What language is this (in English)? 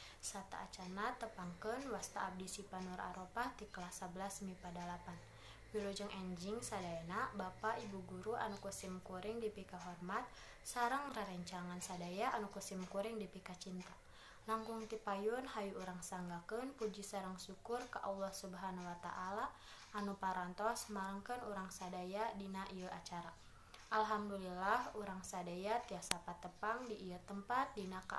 Sundanese